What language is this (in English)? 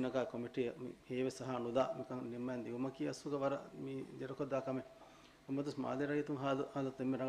Divehi